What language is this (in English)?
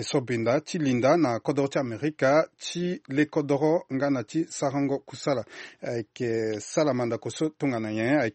Sango